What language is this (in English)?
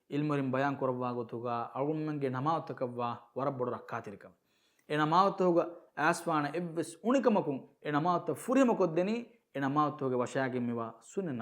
Divehi